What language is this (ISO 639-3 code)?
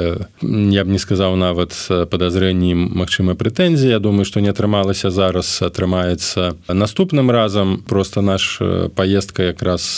bel